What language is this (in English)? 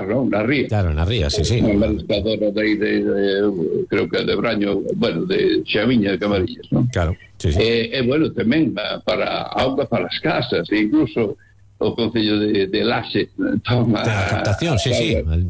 Galician